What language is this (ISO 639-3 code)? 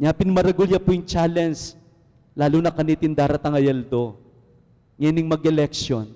pam